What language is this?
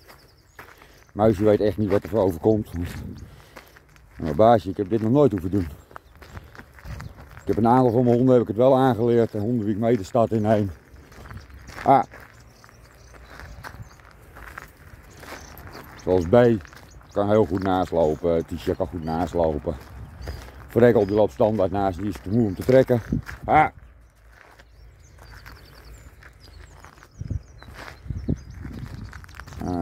Dutch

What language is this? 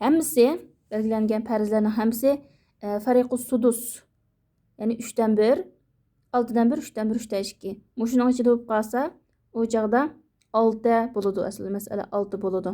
Uyghur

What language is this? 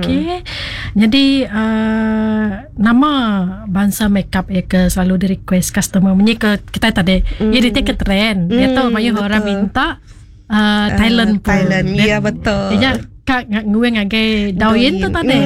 Iban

